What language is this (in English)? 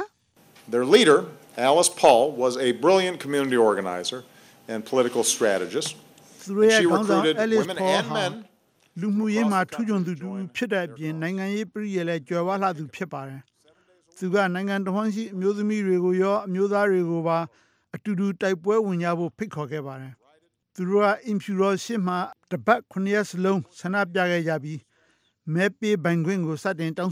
Burmese